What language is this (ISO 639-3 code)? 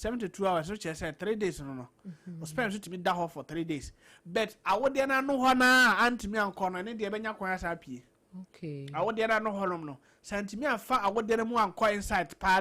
aka